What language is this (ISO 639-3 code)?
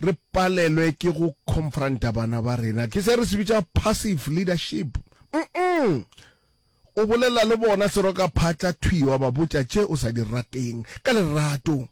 nso